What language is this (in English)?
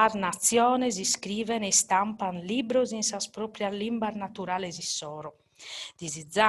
Sardinian